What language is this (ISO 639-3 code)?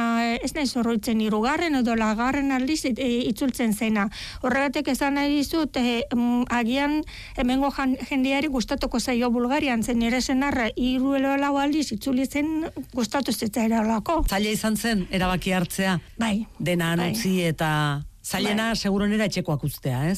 eus